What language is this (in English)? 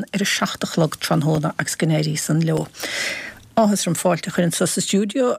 Irish